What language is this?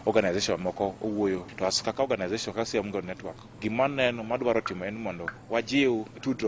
Luo (Kenya and Tanzania)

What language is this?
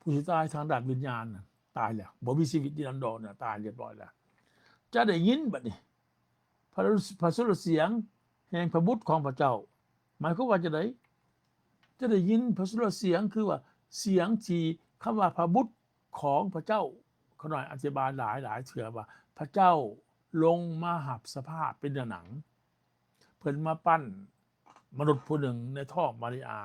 Lao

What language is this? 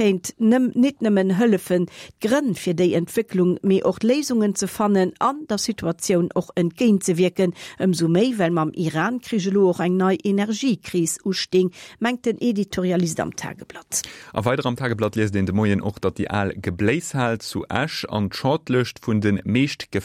Luxembourgish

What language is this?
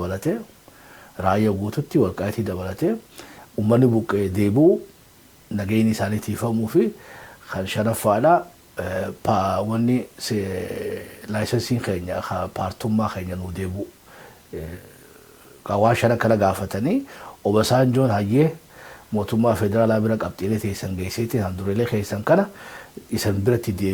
Oromo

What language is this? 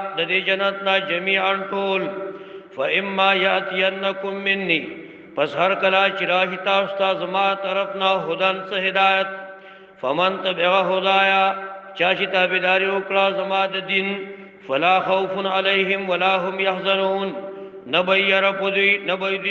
Pashto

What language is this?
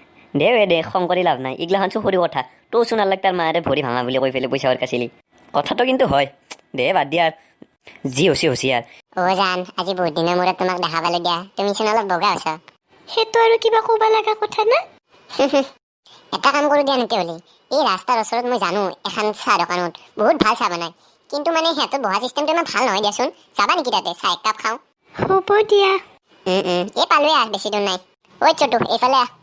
Assamese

